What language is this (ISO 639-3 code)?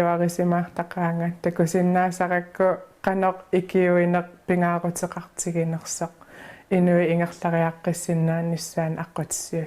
kal